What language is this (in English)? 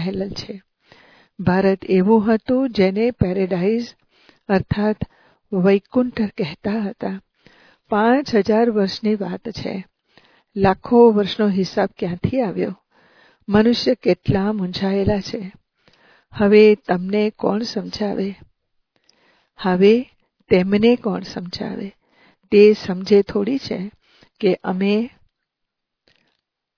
Gujarati